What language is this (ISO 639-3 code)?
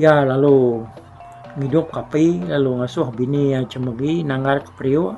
iba